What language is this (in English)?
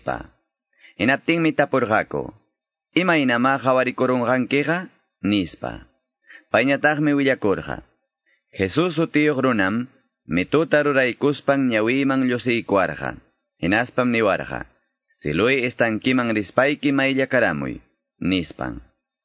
Quechua